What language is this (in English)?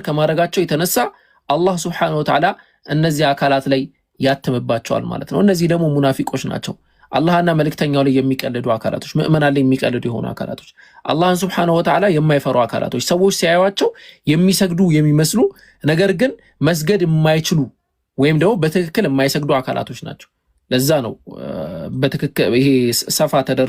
Amharic